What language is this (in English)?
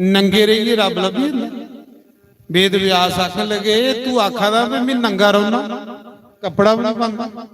Dogri